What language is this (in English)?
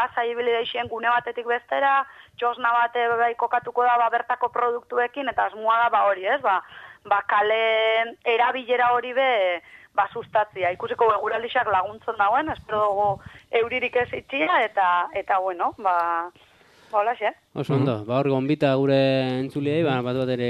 Basque